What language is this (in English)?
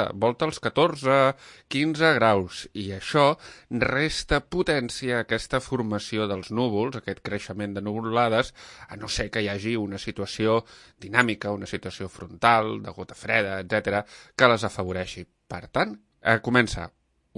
Catalan